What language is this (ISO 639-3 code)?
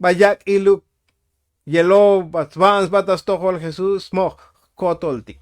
tzo